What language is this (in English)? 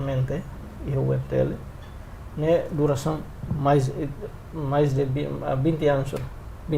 Tetum